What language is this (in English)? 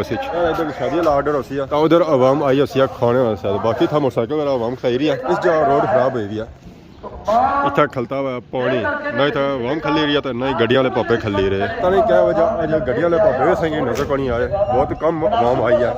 Pahari-Potwari